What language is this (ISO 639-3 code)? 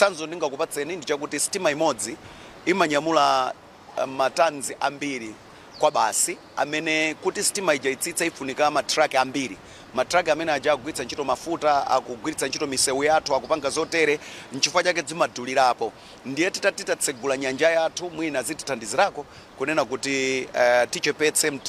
nya